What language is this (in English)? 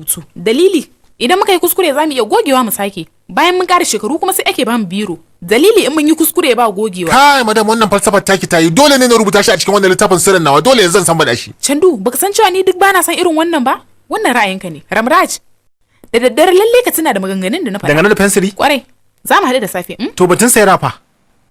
Hausa